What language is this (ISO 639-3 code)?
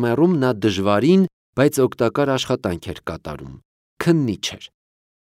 hye